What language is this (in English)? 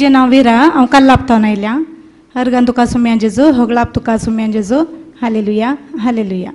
Konkani